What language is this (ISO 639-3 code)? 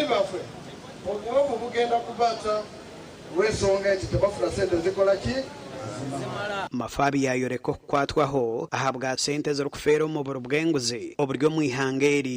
nyn